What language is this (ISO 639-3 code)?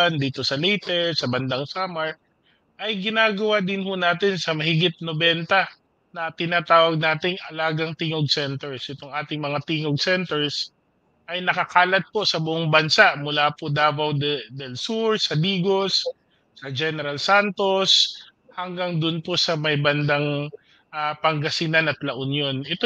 fil